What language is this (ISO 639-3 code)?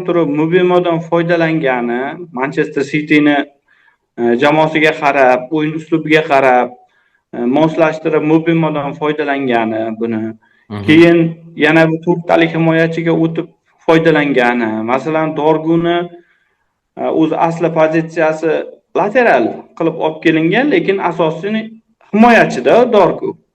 uzb